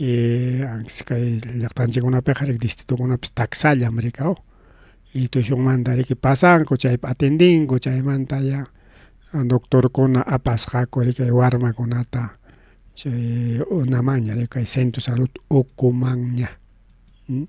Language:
Ayacucho Quechua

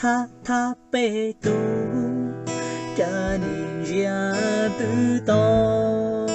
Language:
Hmong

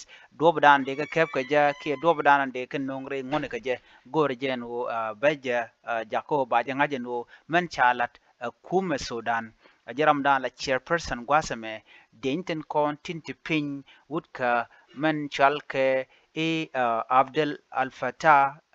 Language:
Nuer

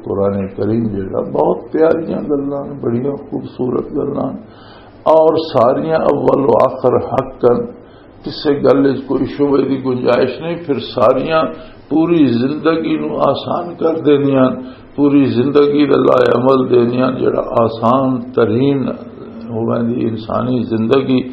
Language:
Western Panjabi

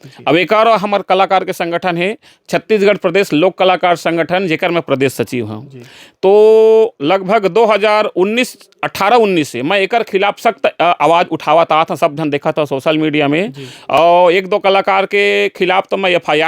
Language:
Chhattisgarhi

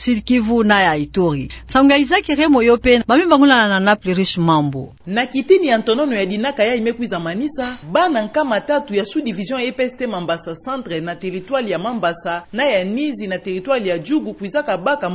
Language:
Kituba (Democratic Republic of Congo)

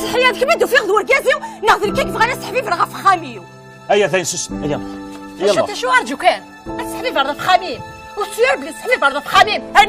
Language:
Kabyle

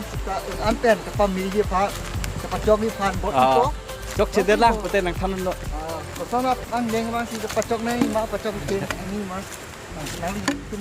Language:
Karbi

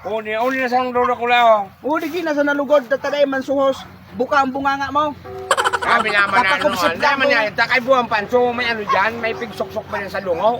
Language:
Bikol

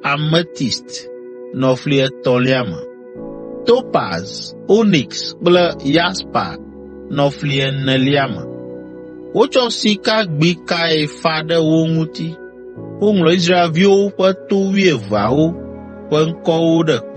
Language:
Ewe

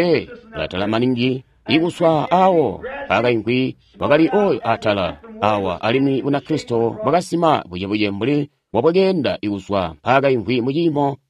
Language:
Tonga (Zambia)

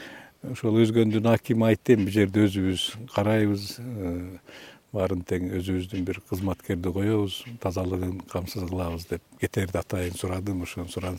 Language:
Kyrgyz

